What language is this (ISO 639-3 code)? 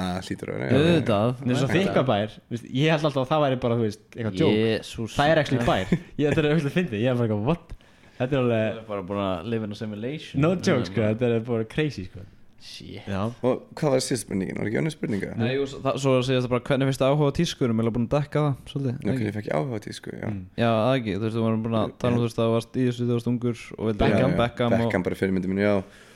isl